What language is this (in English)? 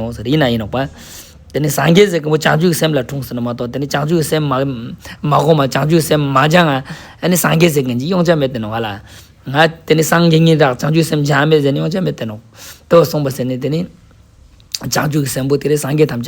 Ladakhi